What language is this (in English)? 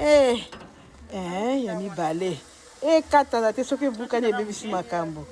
Lingala